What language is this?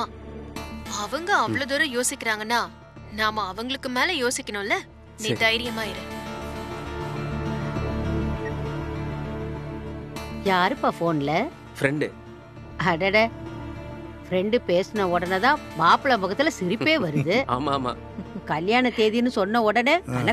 Tamil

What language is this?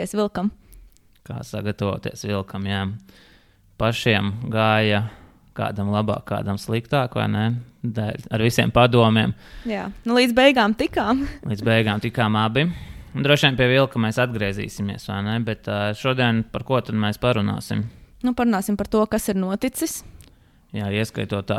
Latvian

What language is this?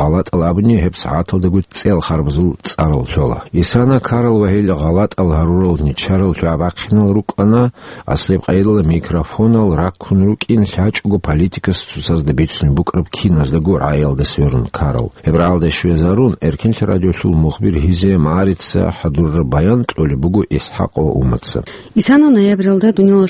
Avaric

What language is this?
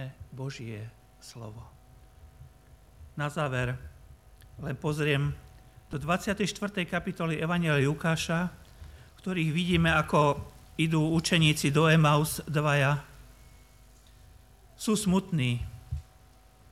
Slovak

